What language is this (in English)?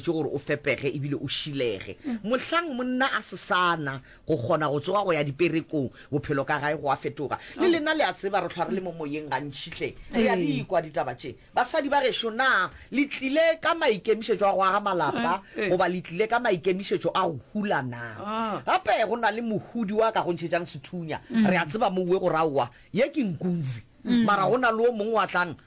Northern Sotho